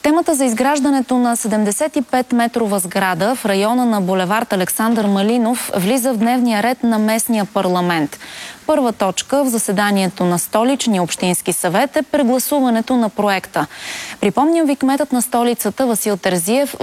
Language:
Bulgarian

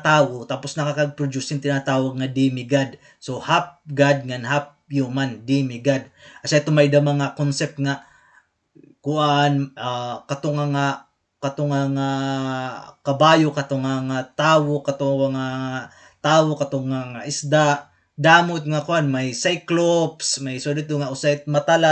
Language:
Waray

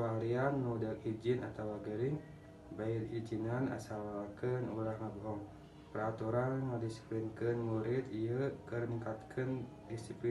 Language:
Sundanese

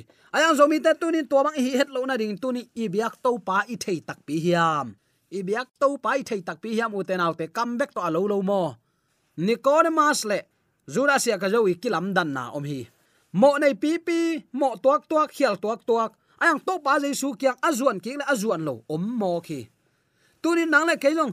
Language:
Tedim Chin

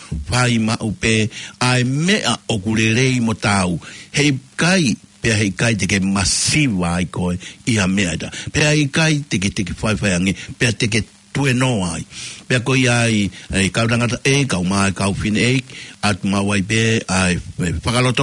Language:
Tongan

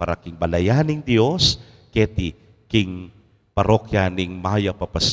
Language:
Pampanga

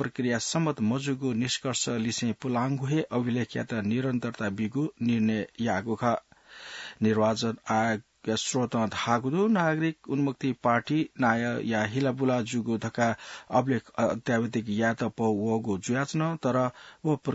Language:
Newari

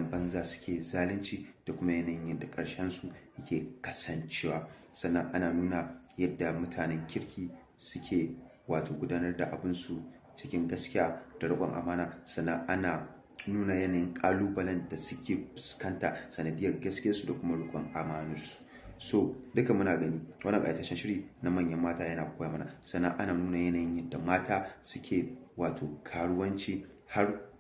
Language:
Hausa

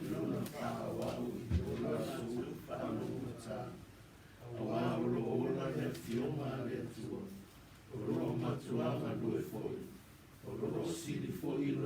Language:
Samoan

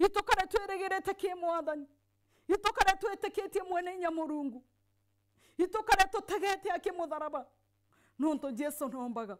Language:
Meru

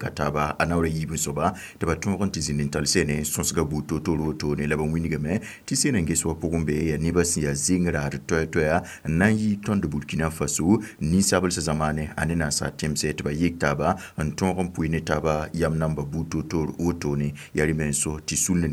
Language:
Mossi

